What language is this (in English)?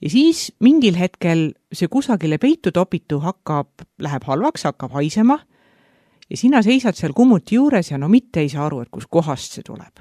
Estonian